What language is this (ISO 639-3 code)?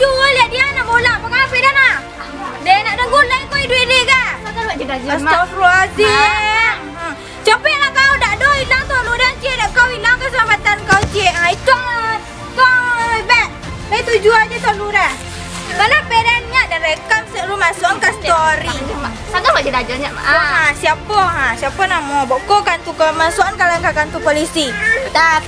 min